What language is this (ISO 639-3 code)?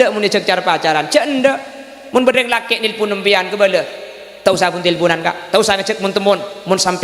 mad